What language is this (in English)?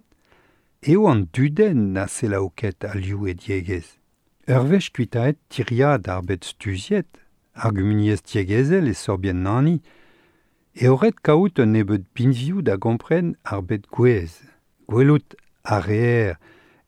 Breton